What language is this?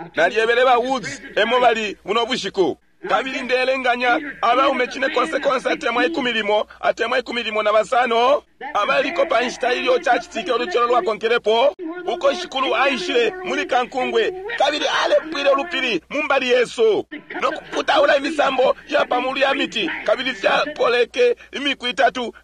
Bemba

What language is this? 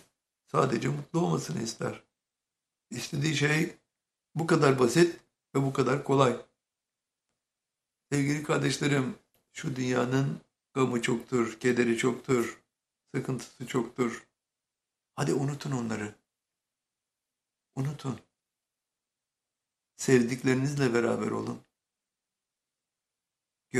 Turkish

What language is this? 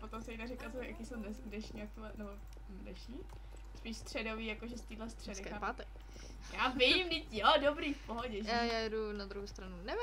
Czech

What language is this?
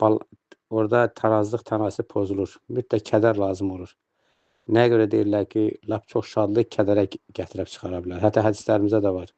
Azerbaijani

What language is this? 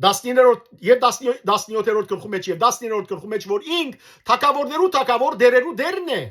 Western Armenian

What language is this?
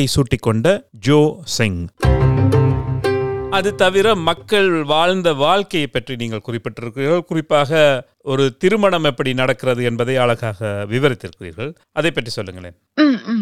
Tamil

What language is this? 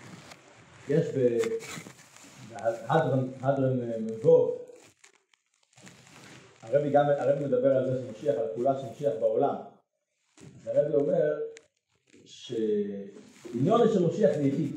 Hebrew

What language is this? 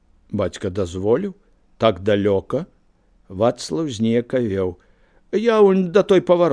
Belarusian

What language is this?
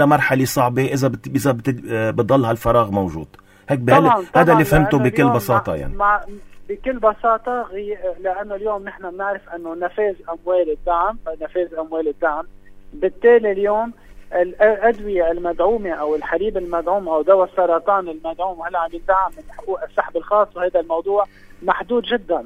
North Levantine Arabic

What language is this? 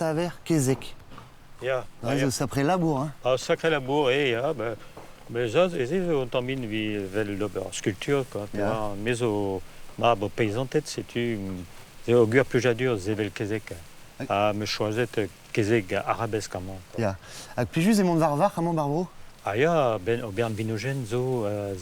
Breton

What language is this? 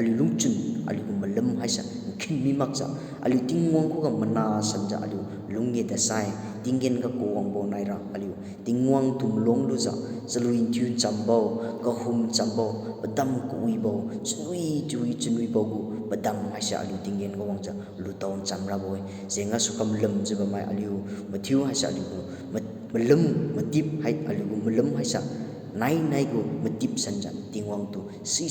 Liangmai Naga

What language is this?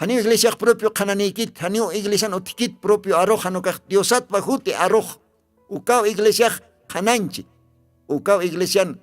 Aymara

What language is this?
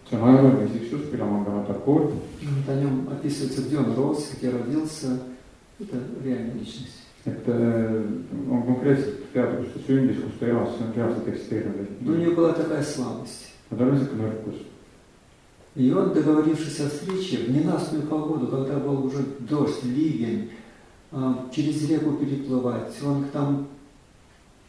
Estonian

